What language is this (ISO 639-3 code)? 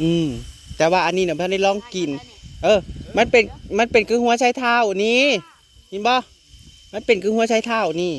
tts